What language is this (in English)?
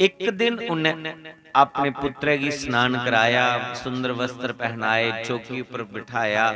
Dogri